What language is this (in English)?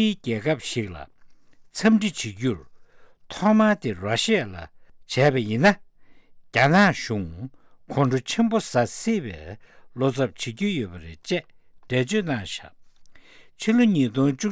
Tibetan